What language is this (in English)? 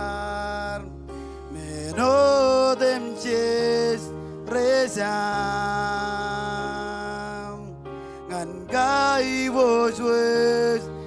Marshallese